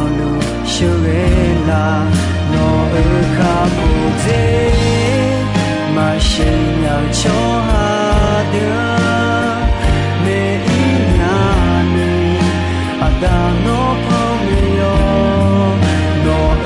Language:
Akha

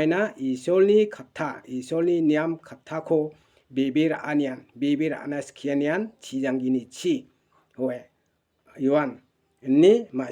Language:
Garo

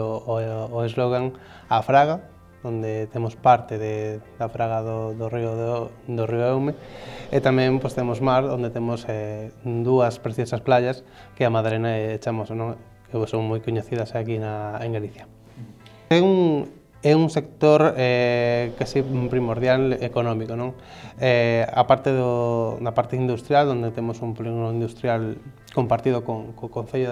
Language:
Galician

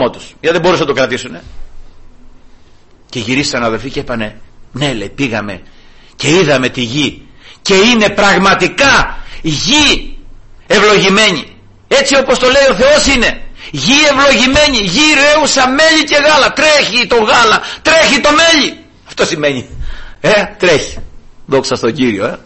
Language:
Greek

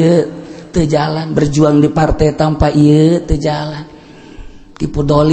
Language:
Sundanese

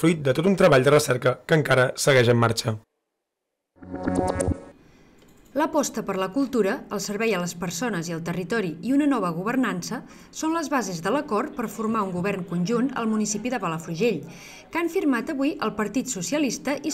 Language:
Catalan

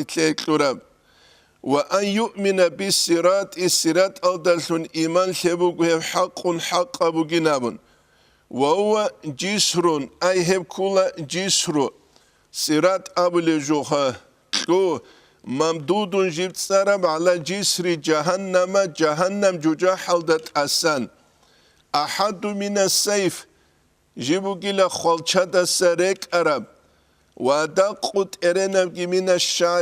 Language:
Avaric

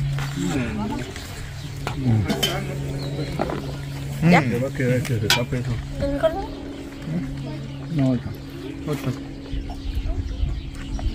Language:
Spanish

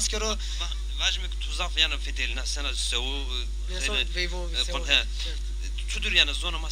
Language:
Zaza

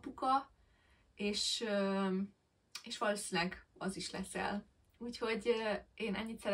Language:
Hungarian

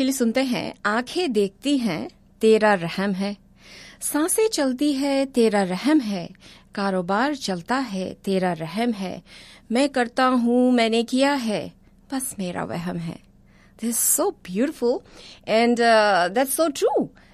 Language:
Hindi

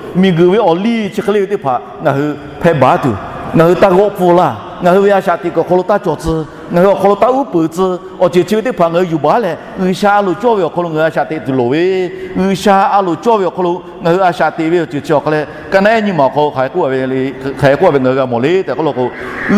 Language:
Lahu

